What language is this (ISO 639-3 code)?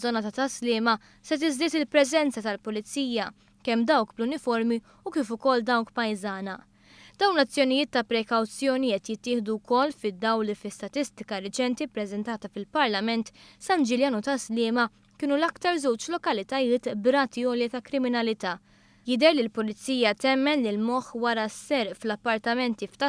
mlt